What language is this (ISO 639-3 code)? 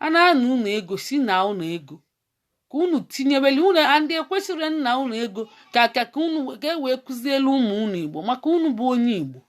ibo